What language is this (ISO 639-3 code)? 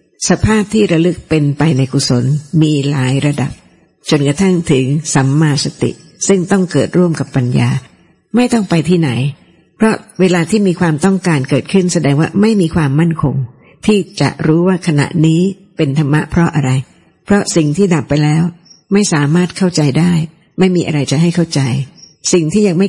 tha